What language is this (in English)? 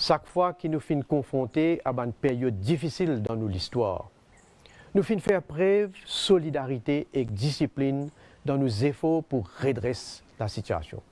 Morisyen